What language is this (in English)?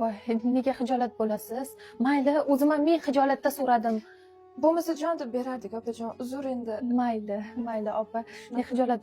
Uzbek